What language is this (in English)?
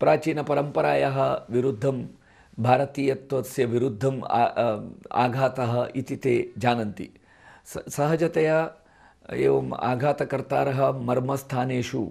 Sanskrit